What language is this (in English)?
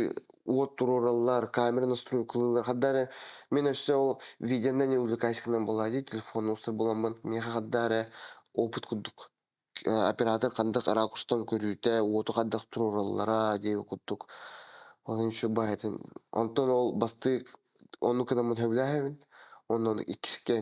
Yakut